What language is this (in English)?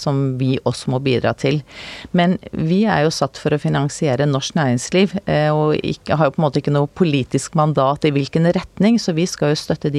Norwegian